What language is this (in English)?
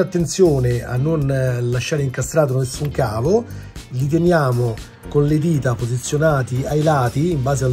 Italian